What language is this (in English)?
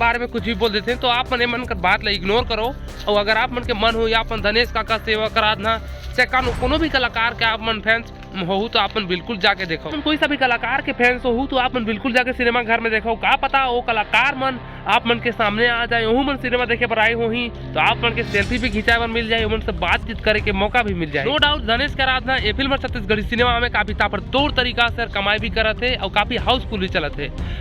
Chhattisgarhi